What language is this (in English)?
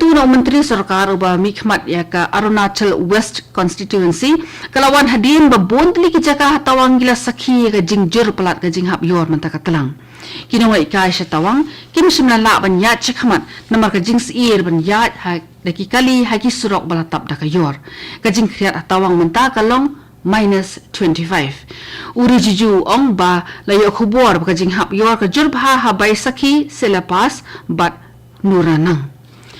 Khasi